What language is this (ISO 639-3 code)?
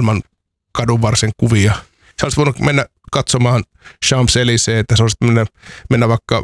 fin